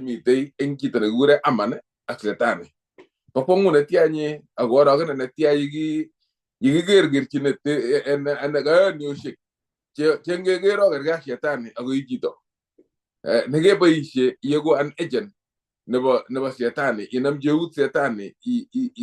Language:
Kalenjin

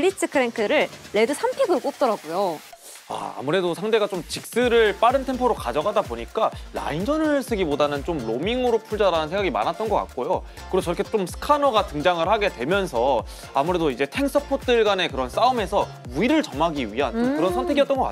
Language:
Korean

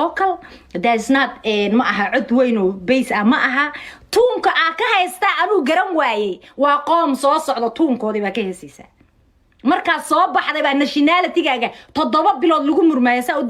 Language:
Somali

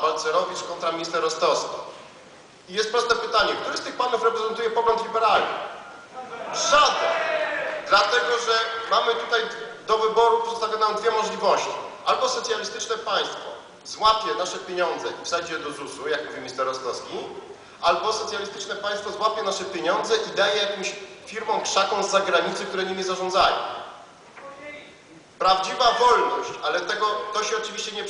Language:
Polish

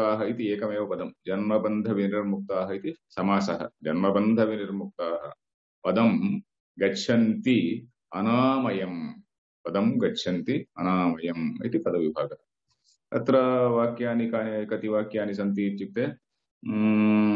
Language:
Sanskrit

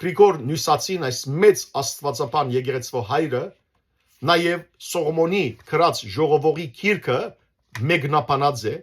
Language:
Western Armenian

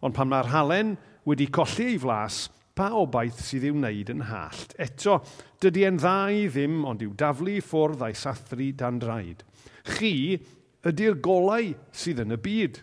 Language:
Welsh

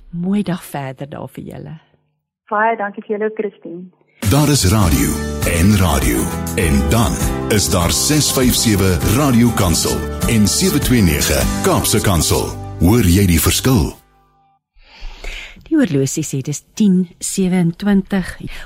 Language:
Afrikaans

